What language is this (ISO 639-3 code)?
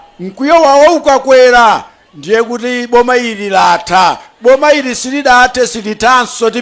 nya